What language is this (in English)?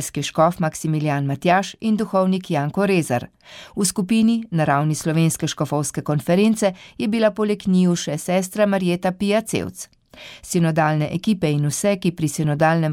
Slovenian